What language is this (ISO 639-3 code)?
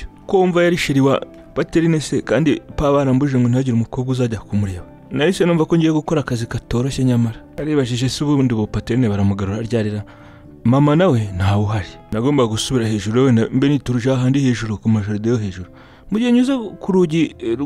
kin